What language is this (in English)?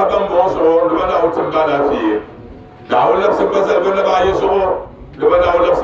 Dagbani